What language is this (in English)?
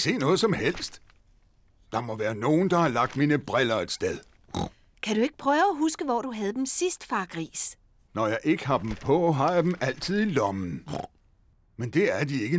Danish